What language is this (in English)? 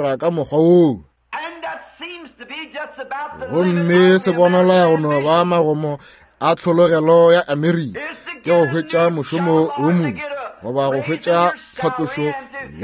Northern Sotho